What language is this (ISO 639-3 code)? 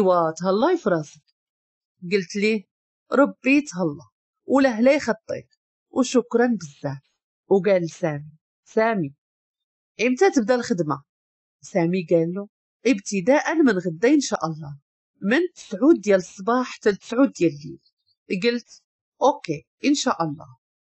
ary